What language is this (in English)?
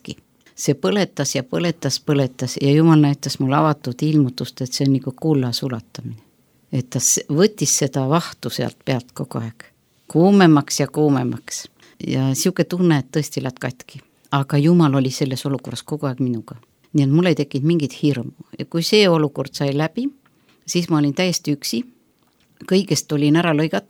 Estonian